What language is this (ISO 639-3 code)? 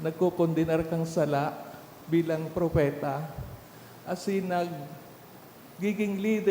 bik